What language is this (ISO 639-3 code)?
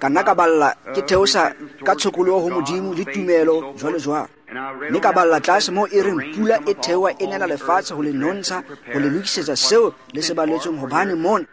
tsn